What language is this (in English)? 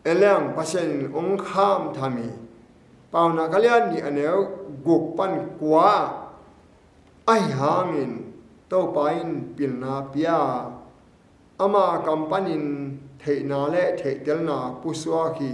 Tedim Chin